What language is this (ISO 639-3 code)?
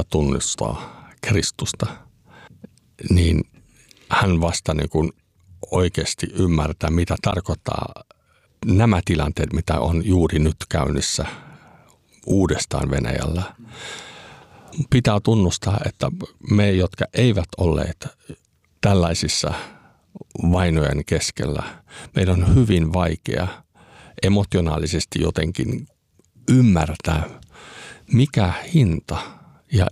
fin